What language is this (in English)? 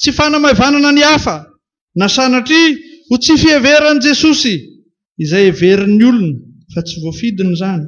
Malagasy